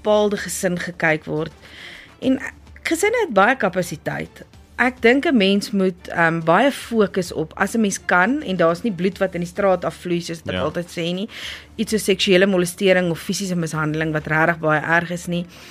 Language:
Afrikaans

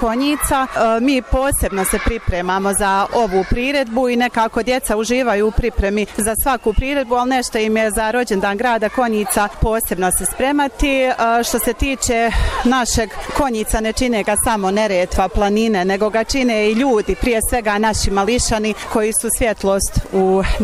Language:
Bosnian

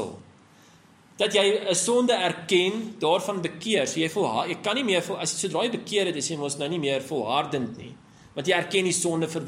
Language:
Afrikaans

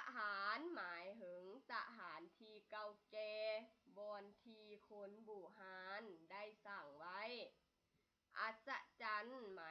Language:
Lao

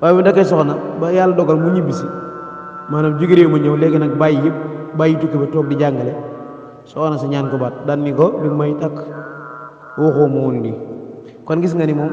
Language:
Wolof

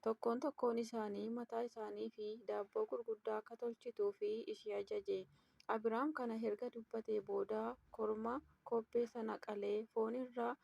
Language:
Oromo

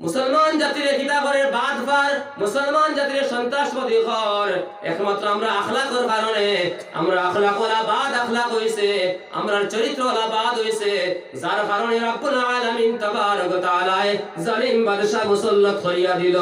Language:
Sylheti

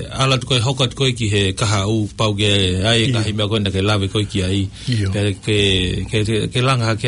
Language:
Tongan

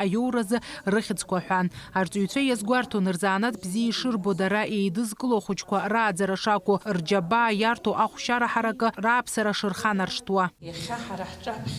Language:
Abkhazian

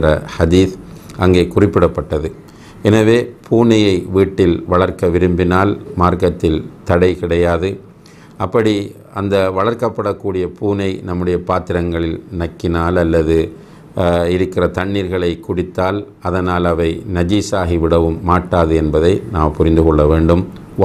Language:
Tamil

